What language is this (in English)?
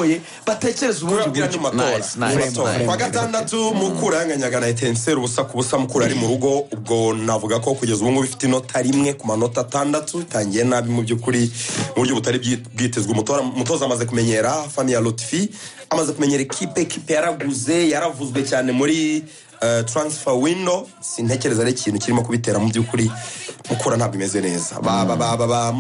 Kinyarwanda